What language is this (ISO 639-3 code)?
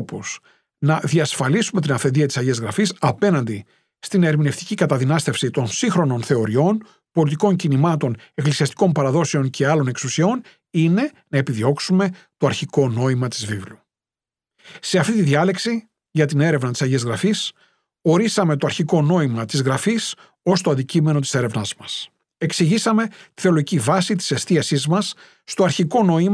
ell